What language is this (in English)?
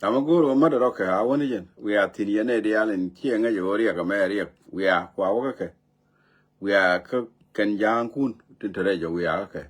Nuer